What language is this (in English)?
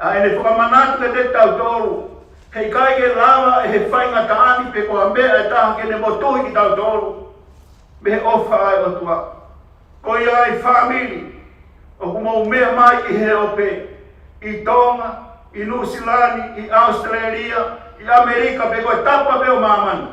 Tongan